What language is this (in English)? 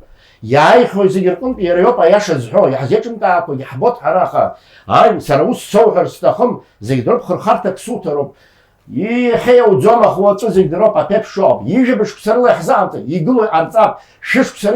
Abkhazian